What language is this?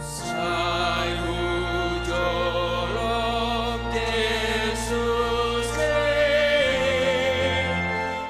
Batak Simalungun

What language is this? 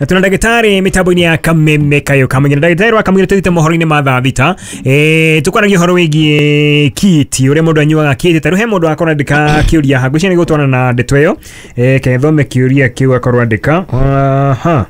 Kikuyu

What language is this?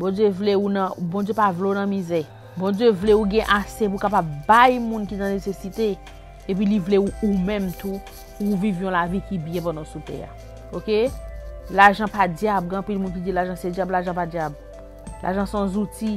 Haitian Creole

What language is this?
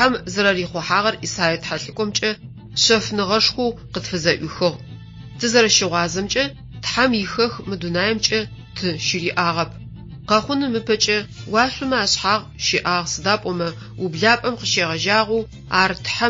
Adyghe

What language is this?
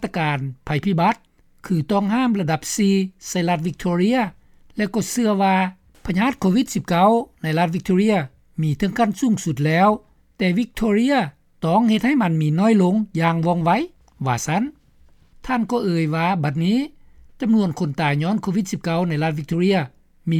Lao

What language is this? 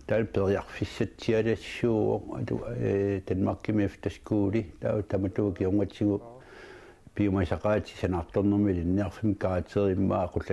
Kalaallisut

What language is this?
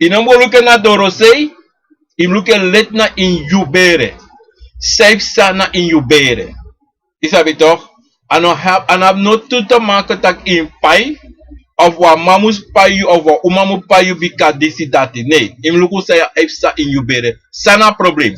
Sranan Tongo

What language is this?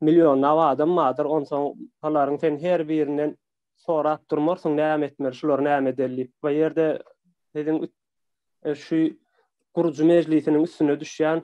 Turkmen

